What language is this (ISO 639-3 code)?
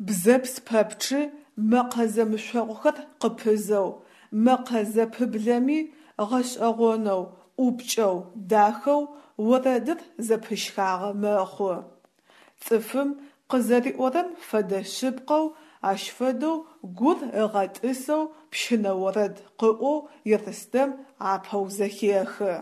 ady